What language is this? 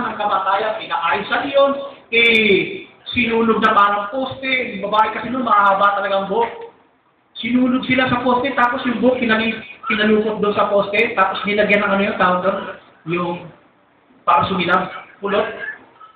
Filipino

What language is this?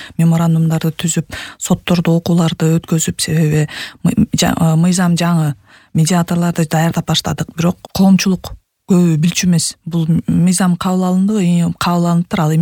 Kyrgyz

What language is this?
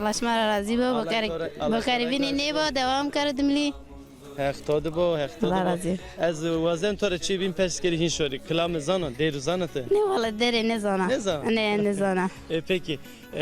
Zaza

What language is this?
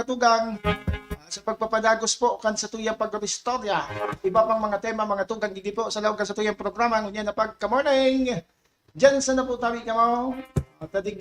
Bikol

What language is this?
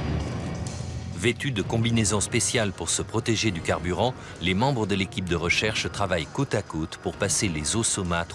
French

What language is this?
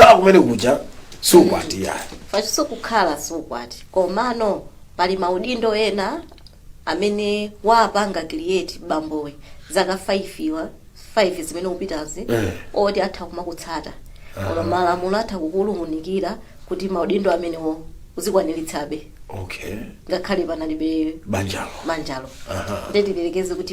Nyanja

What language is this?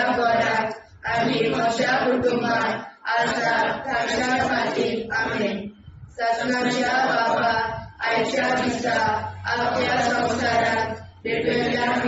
Konkani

